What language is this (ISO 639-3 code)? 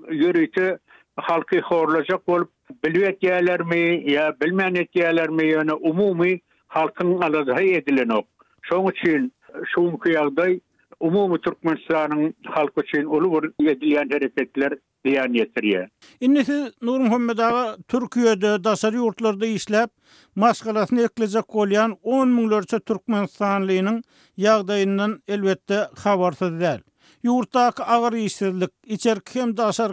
tuk